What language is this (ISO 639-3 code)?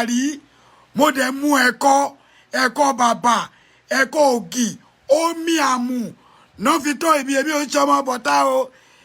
yor